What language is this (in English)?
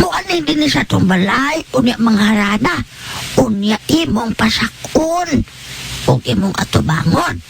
Cebuano